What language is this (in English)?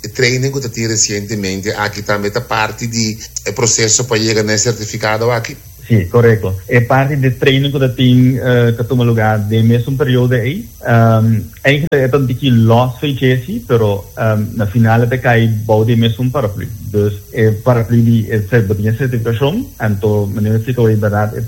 Papiamento